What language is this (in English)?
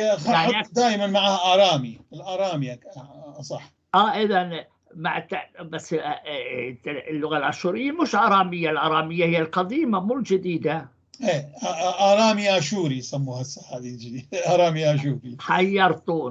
North Levantine Arabic